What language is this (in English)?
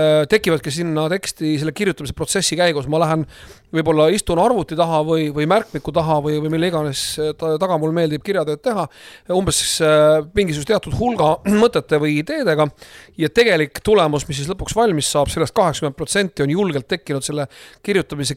Estonian